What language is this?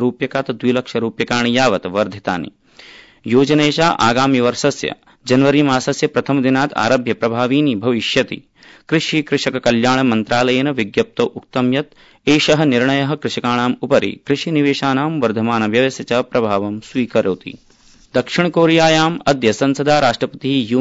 Sanskrit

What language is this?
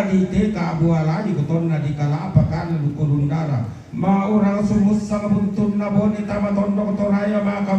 Toraja-Sa'dan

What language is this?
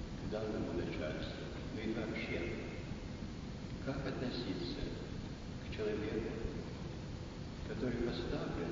Russian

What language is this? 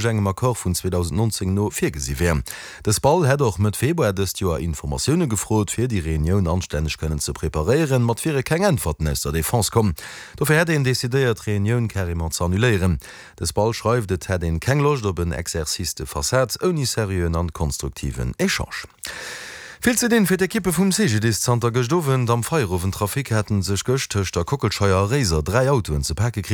Luxembourgish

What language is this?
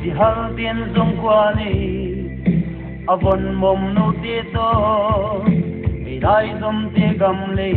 Paite Chin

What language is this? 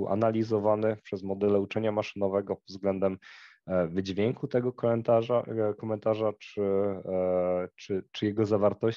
Polish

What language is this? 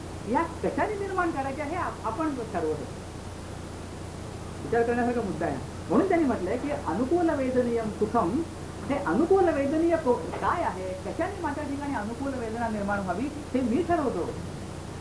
Marathi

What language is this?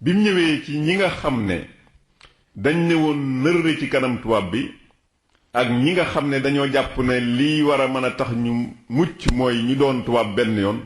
Wolof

